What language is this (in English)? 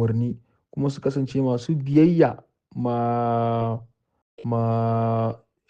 Hausa